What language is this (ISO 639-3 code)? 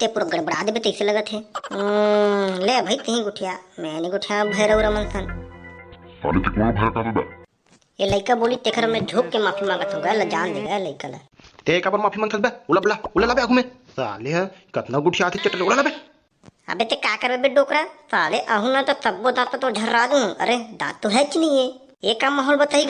hne